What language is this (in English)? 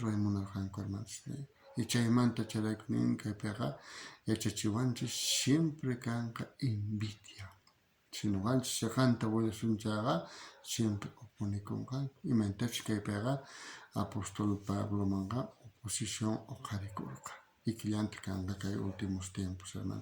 South Bolivian Quechua